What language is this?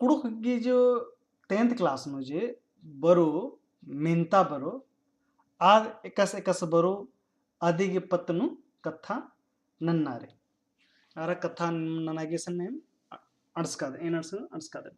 Kurukh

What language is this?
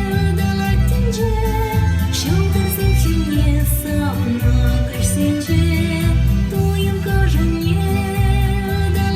Chuvash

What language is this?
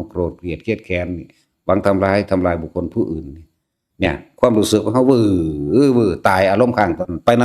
Northeastern Thai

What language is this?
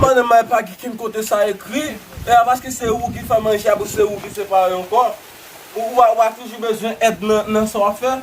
Haitian Creole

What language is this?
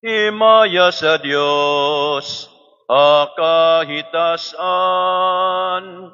Waray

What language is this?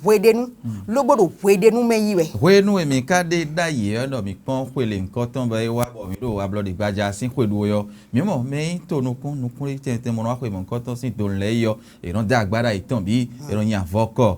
Fon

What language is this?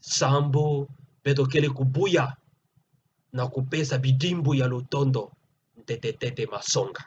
Kituba (Democratic Republic of Congo)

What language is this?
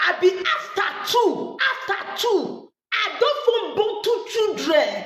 Nigerian Pidgin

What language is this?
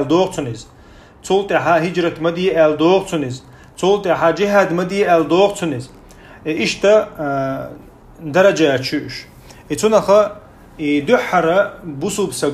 Chechen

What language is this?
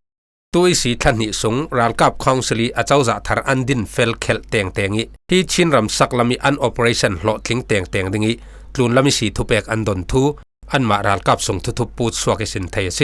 Falam Chin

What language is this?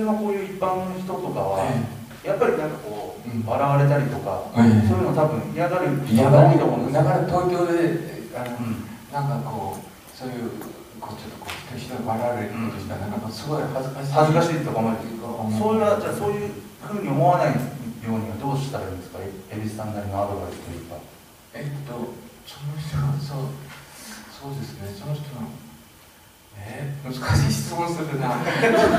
Japanese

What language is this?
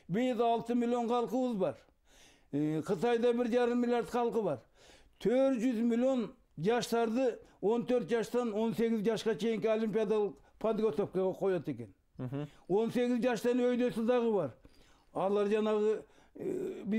Kyrgyz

